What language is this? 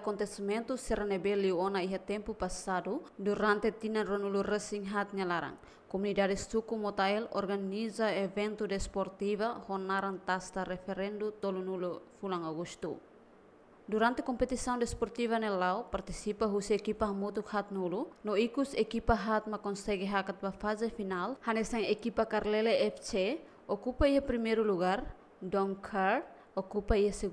Tetum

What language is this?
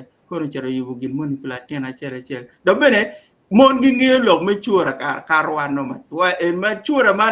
Acoli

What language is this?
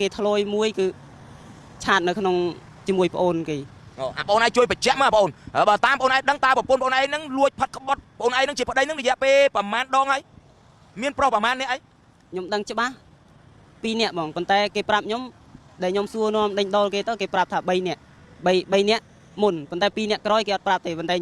Khmer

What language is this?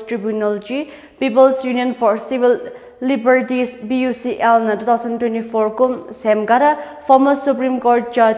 Tangkhul Naga (India)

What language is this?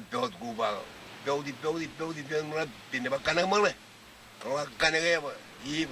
Marshallese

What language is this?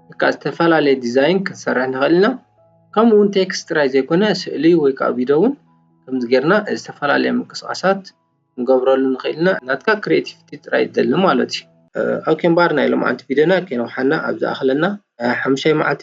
Tigrinya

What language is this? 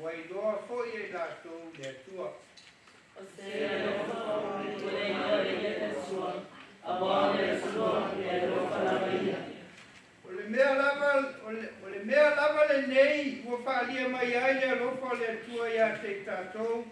Samoan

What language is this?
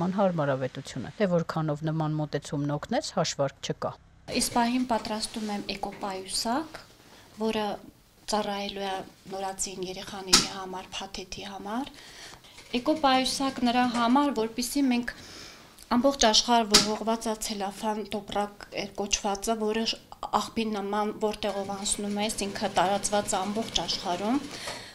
Armenian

